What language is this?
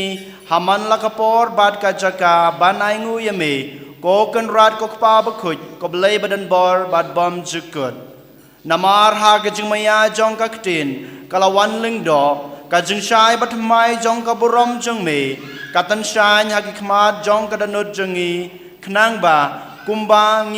Khasi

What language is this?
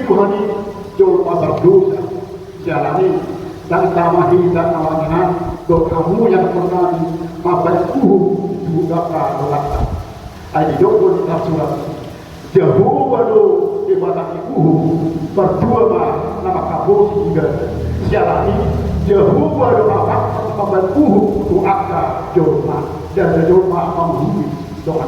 Batak Toba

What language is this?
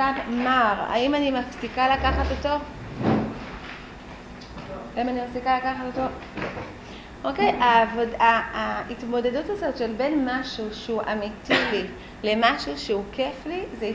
Hebrew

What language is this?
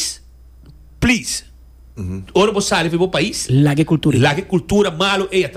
Papiamento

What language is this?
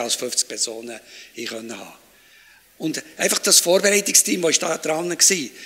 Swiss German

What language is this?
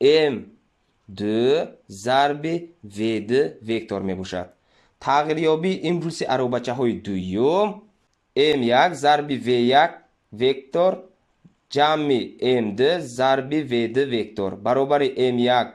Tajik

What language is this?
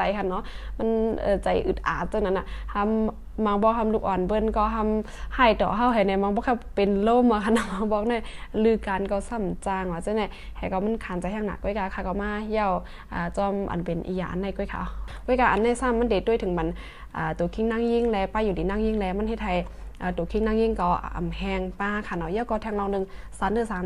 Shan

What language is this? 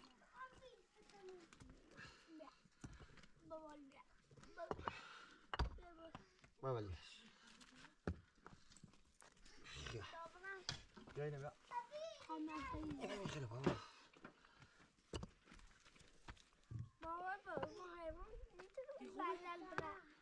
Persian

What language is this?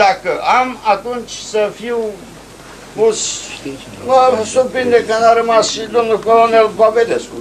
Romanian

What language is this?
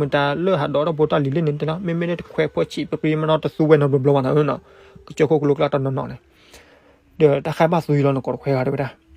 S'gaw Karen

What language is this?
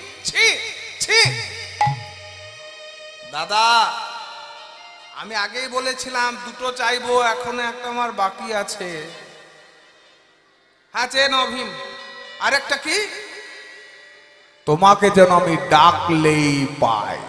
Bangla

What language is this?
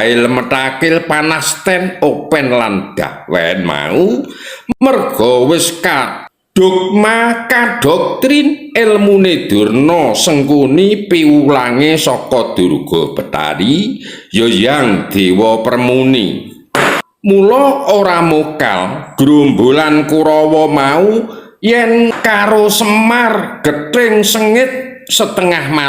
Javanese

